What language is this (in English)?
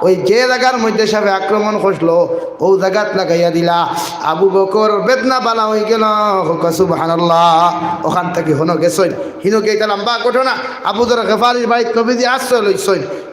Sylheti